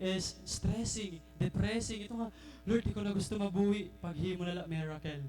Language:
Waray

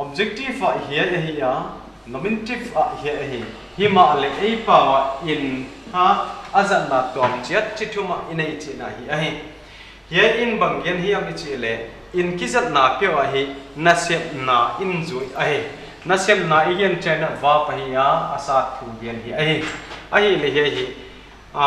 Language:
Paite Chin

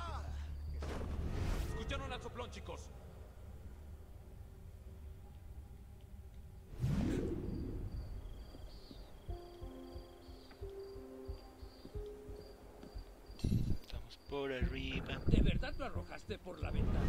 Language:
Spanish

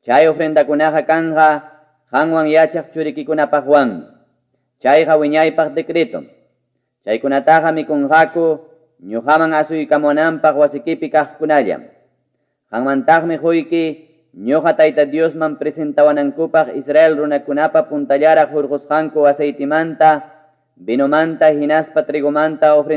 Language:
Ayacucho Quechua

